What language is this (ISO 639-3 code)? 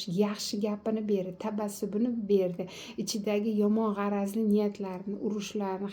uzb